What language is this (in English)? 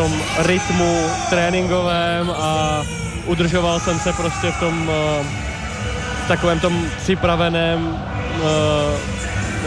Czech